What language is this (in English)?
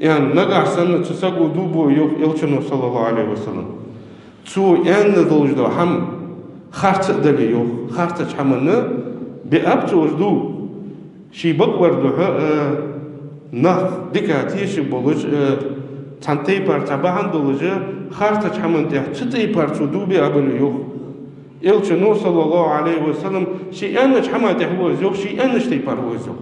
Ingush